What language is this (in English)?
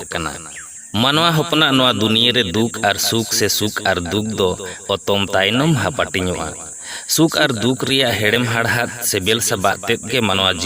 Santali